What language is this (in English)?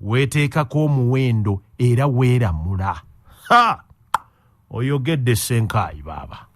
Ganda